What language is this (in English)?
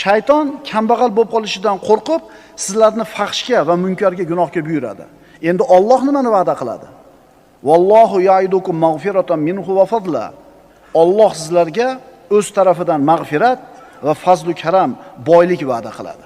Uzbek